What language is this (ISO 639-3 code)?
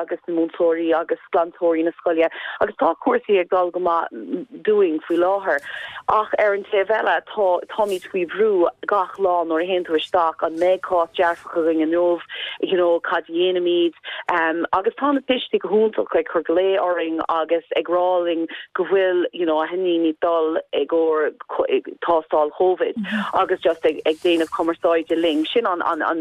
gle